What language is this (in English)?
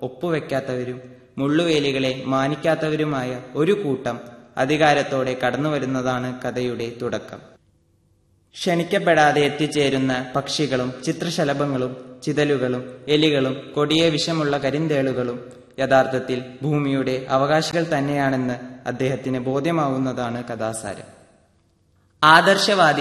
Malayalam